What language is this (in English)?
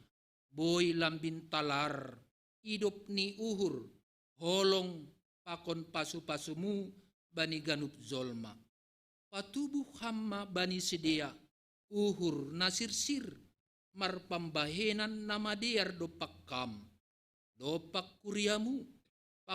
Batak Simalungun